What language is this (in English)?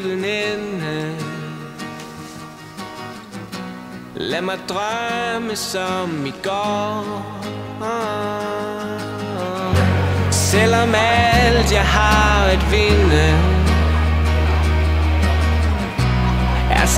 Danish